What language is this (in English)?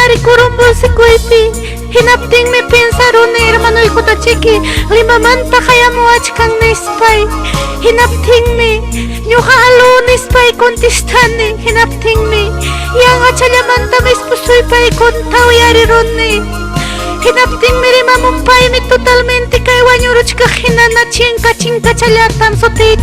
Ayacucho Quechua